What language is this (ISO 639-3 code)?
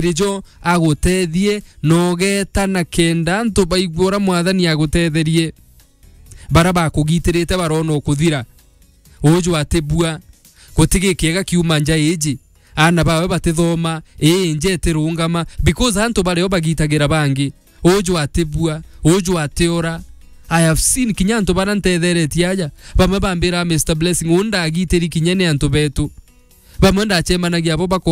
mer